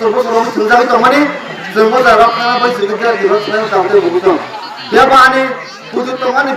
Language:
Kok Borok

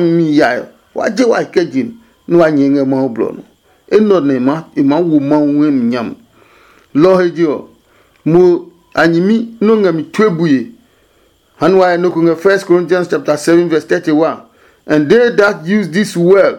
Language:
Adangme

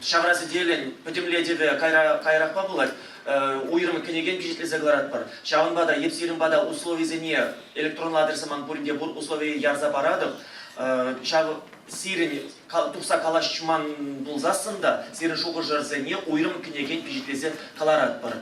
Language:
Chuvash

